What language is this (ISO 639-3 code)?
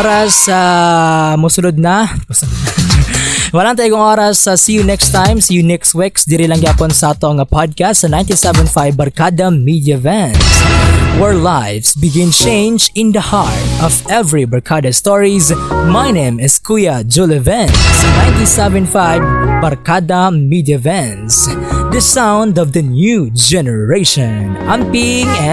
ceb